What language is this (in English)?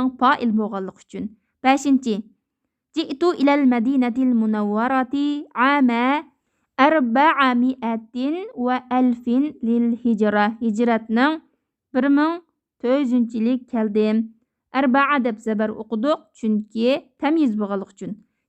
Uyghur